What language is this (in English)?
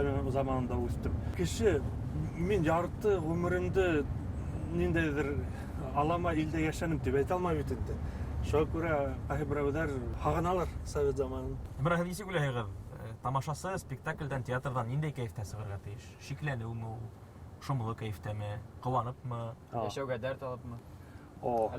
Bashkir